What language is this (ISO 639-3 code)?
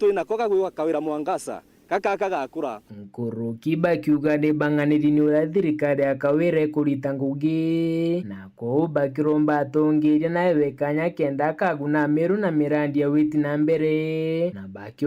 mer